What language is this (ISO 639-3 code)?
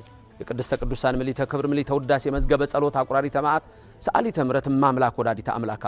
amh